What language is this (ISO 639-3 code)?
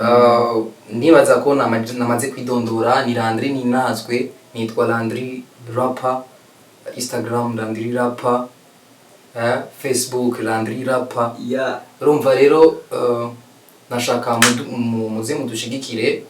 run